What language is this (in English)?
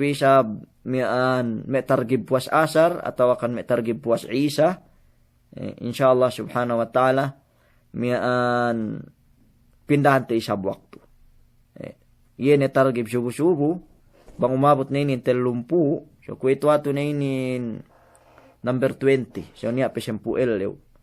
Yakan